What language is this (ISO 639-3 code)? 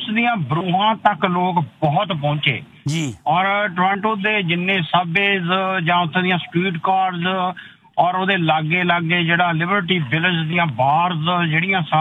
pan